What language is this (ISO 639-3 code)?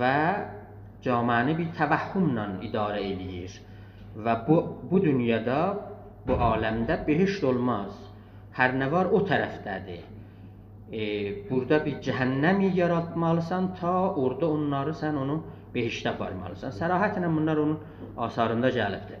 azb